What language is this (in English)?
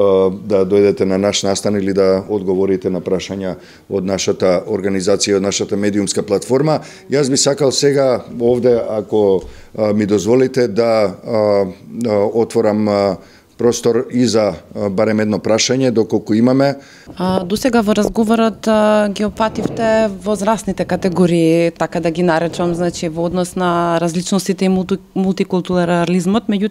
Macedonian